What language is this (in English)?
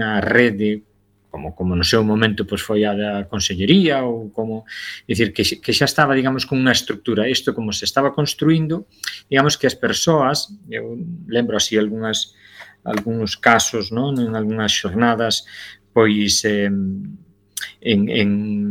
Galician